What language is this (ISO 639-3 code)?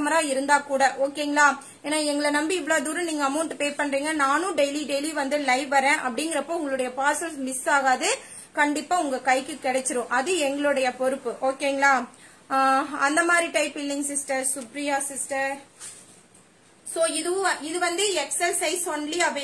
tam